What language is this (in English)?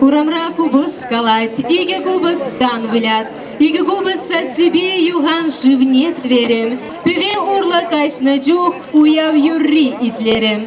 Chuvash